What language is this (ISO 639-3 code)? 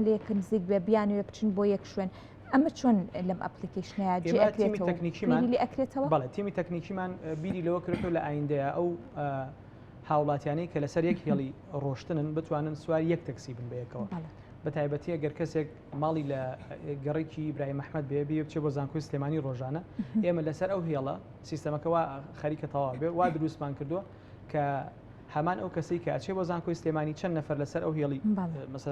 ckb